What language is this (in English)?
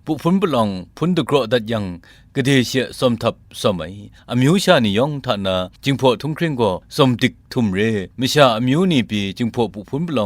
Kachin